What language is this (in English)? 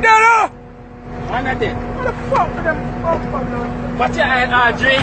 Jamaican Creole English